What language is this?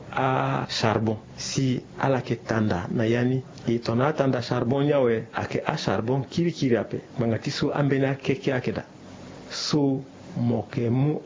Sango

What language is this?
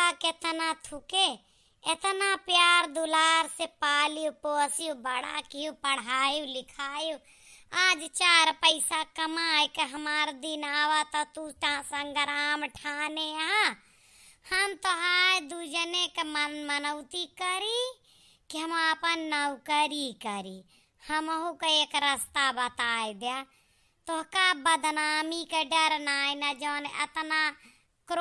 Awadhi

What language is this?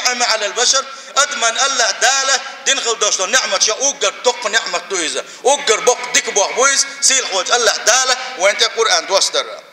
Chechen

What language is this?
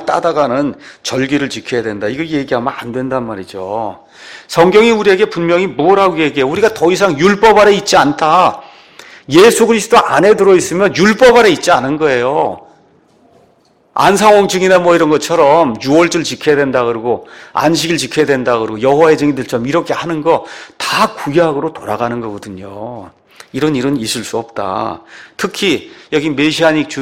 Korean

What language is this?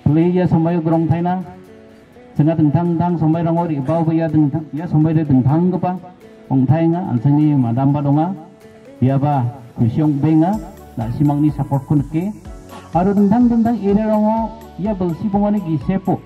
Garo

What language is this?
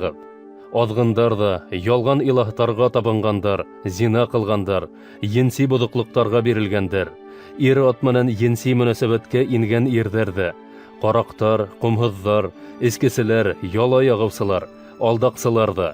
Bashkir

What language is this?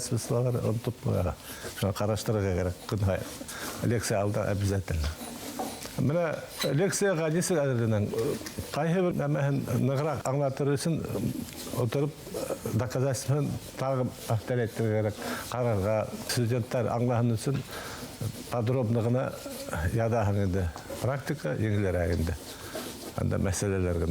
Bashkir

